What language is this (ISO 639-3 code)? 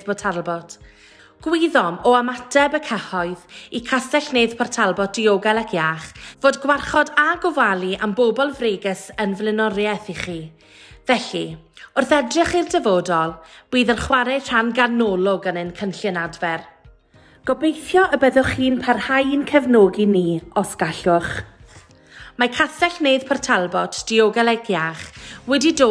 cym